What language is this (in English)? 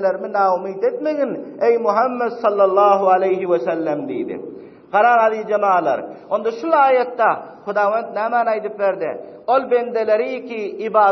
Turkmen